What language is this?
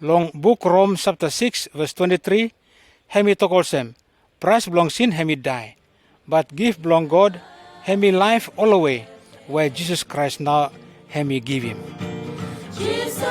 Pijin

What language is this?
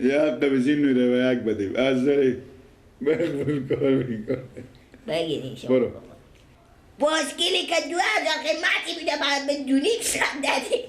Persian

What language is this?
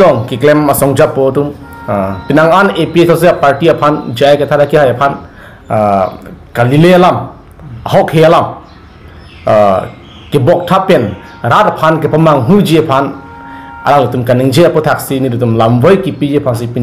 Karbi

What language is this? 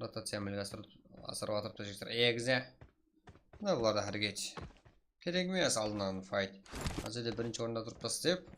Kara-Kalpak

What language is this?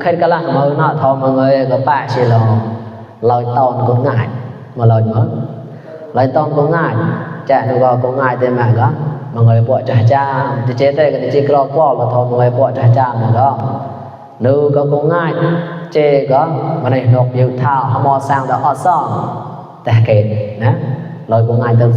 Mon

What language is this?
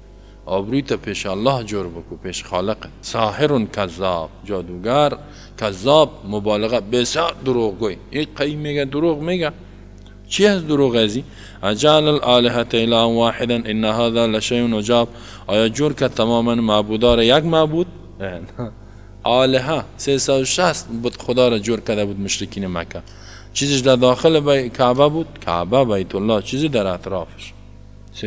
Tajik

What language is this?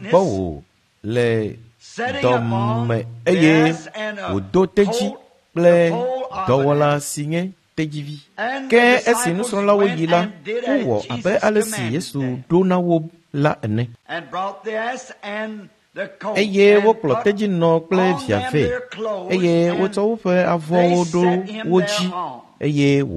Ewe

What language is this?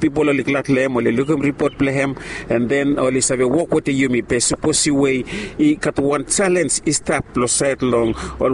Bislama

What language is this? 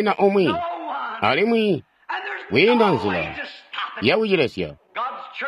Tonga (Zambia)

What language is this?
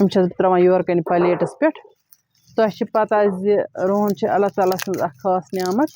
Kashmiri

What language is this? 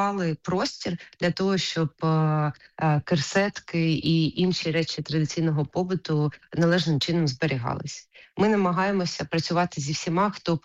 Ukrainian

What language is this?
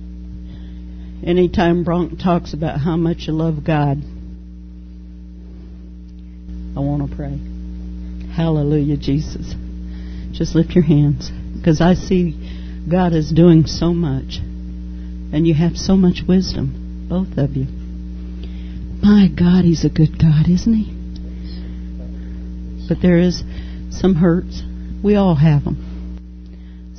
English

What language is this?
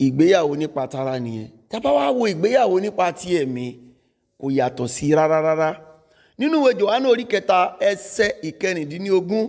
Yoruba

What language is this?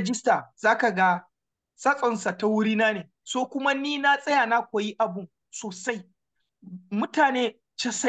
Hausa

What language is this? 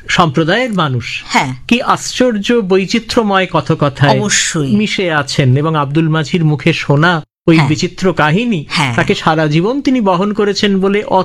Bangla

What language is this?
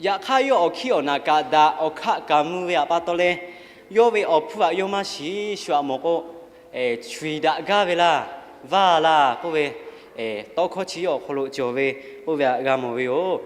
Lahu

